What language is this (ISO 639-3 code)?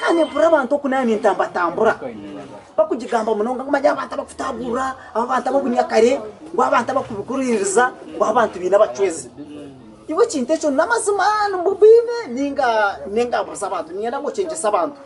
nyn